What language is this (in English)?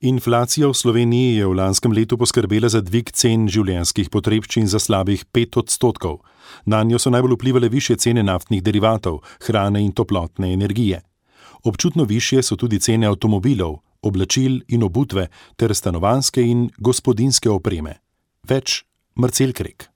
Slovenian